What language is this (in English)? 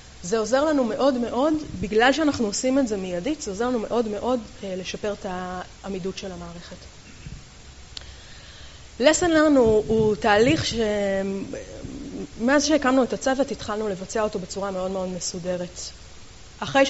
Hebrew